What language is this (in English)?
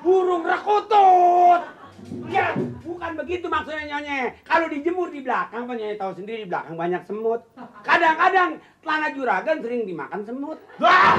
Betawi